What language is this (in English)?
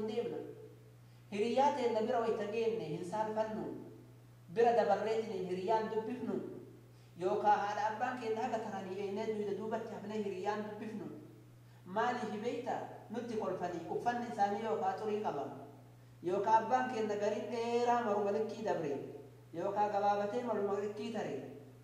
Oromo